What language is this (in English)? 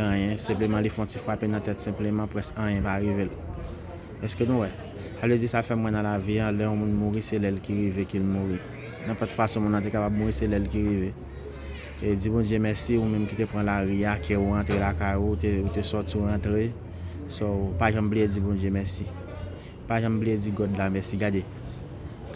Haitian Creole